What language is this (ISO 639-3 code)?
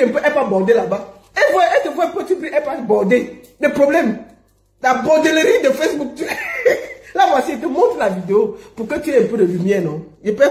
fra